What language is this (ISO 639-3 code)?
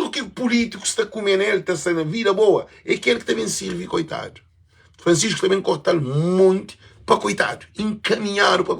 kea